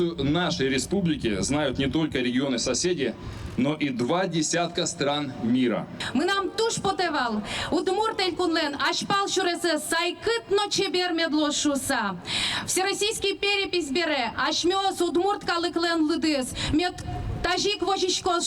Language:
Udmurt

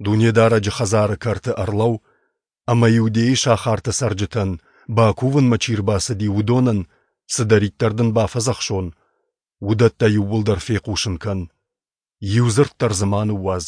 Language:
Ossetic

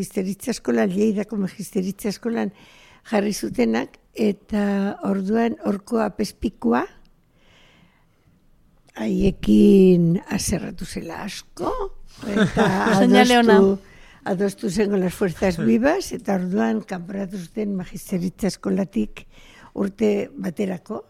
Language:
Basque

